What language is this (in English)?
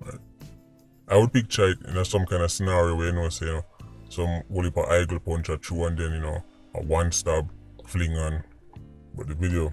Jamaican Creole English